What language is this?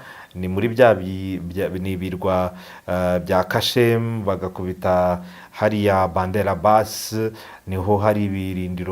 Kinyarwanda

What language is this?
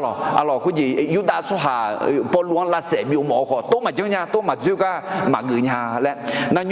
Akha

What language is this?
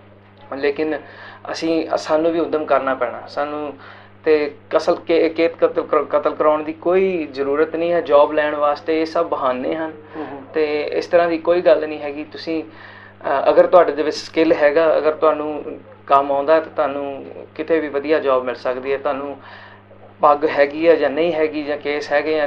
Punjabi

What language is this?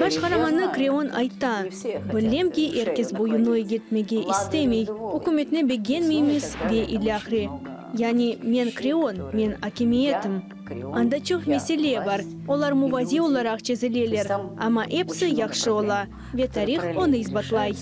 Crimean Tatar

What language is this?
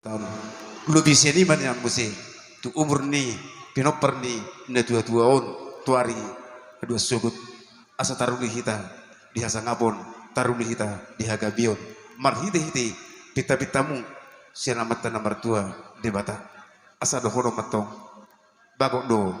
Batak Toba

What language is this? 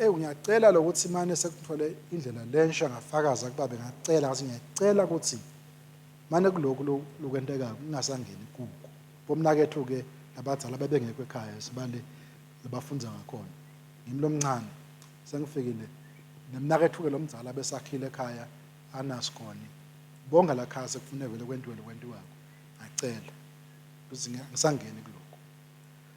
Swati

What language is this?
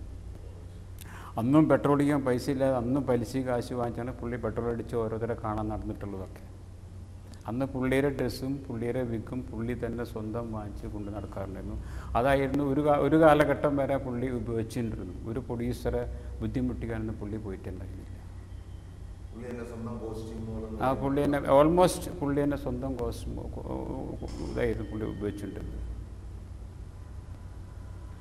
Malayalam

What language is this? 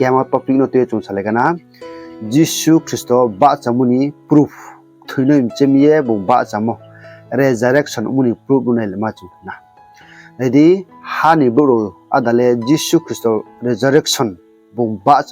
Riang (India)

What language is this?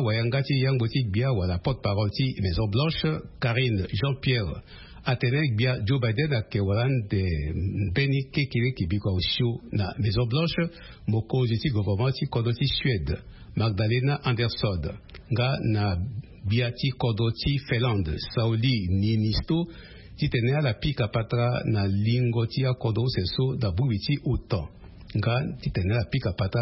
Sango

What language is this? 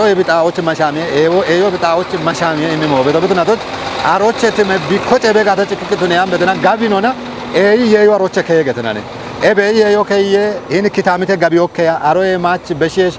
Kafa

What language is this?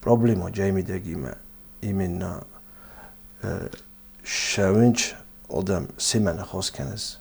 Ossetic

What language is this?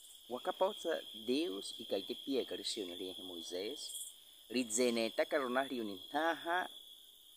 Baniwa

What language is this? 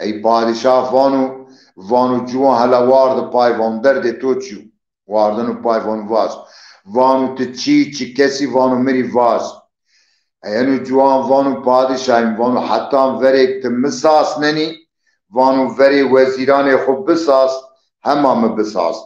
Zaza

